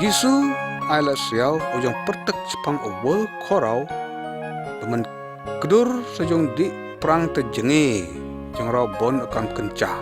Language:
Lyngngam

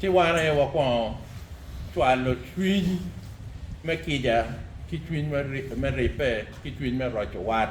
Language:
Acoli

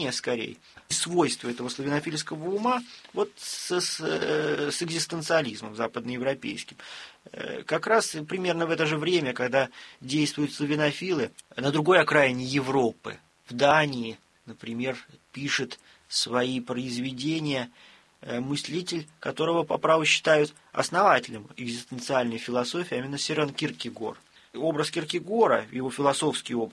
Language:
Russian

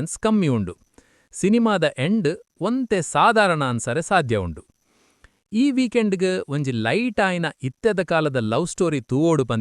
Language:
Tulu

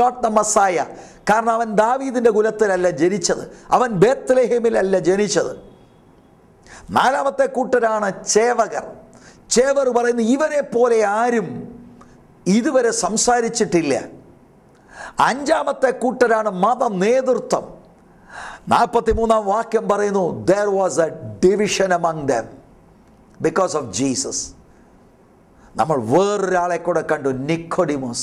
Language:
Malayalam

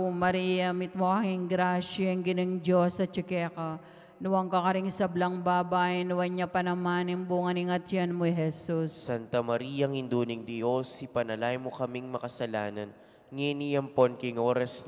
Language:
Pampanga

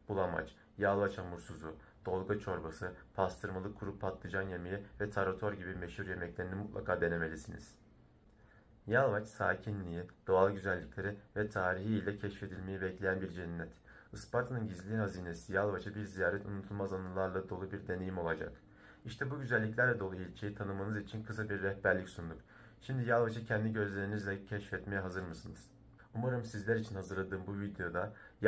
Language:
Turkish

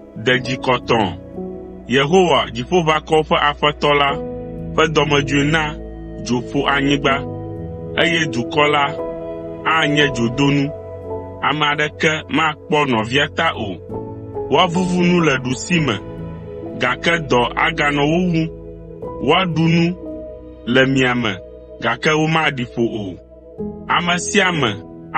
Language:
Ewe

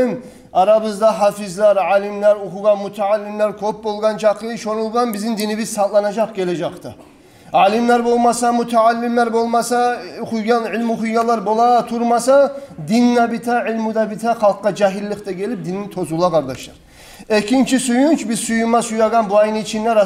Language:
Kumyk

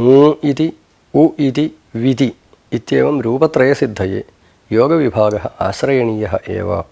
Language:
Sanskrit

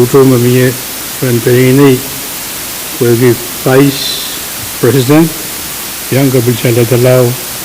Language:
Pohnpeian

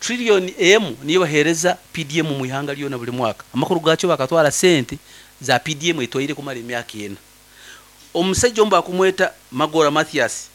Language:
Nyankole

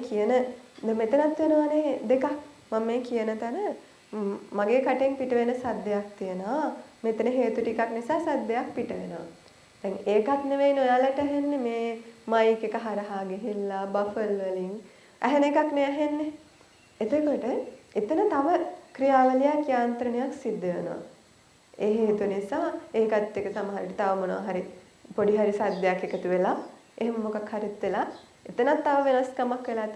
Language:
Sinhala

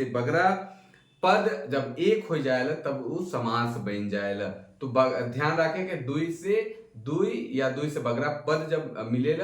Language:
Sadri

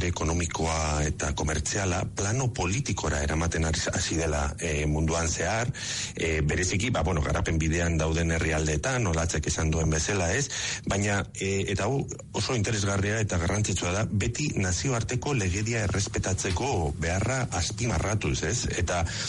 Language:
Basque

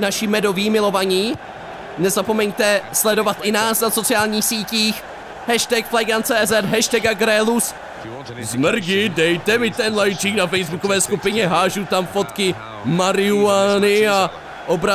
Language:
Czech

